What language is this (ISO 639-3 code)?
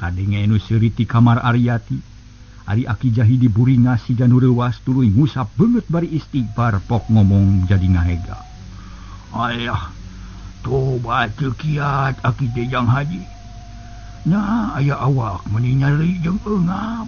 sun